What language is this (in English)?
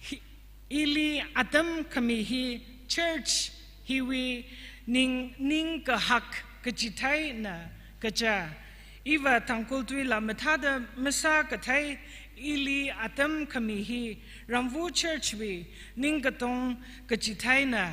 Tangkhul Naga (India)